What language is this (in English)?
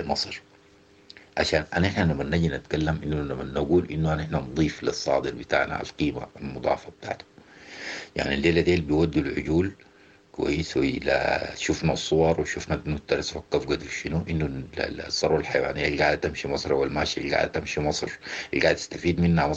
Sudanese Arabic